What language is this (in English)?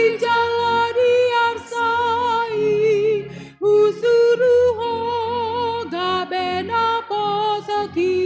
Batak Toba